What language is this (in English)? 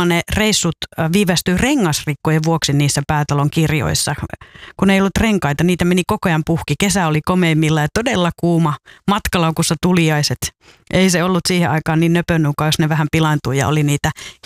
Finnish